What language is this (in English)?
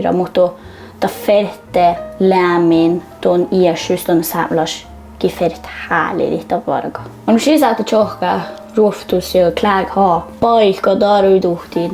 Northern Sami